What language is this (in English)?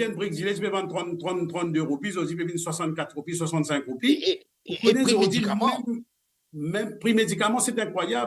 Morisyen